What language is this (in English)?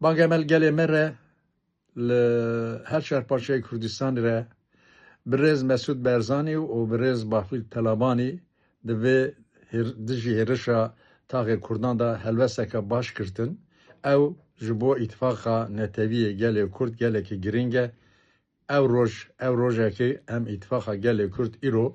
Kurdish